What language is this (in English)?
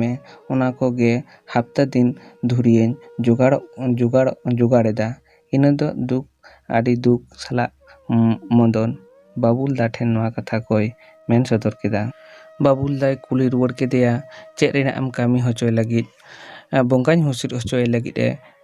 Santali